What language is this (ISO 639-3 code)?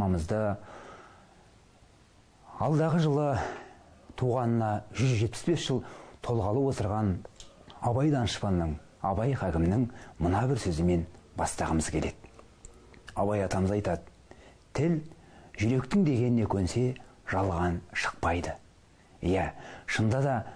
kaz